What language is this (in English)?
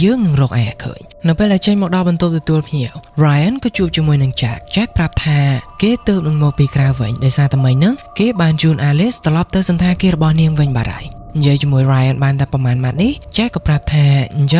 Khmer